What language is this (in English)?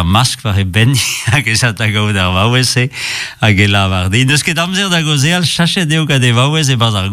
Breton